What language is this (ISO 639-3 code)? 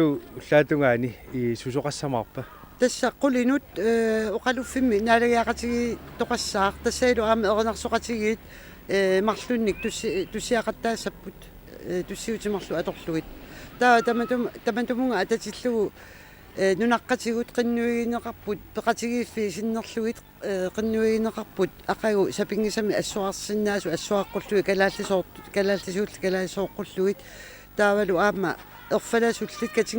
kal